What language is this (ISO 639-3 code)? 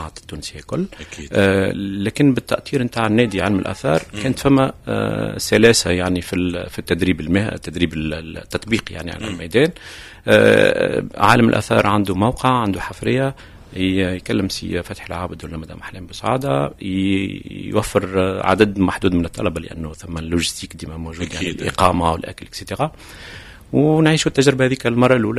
aeb